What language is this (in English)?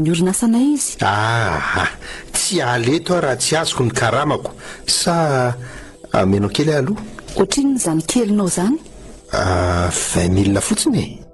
Malagasy